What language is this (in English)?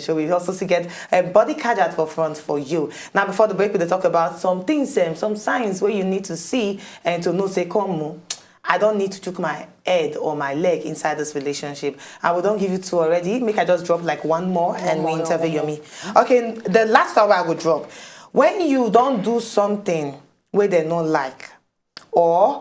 Nigerian Pidgin